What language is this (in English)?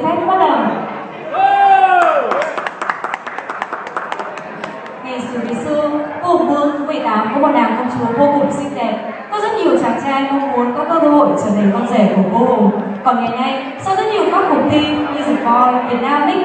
Vietnamese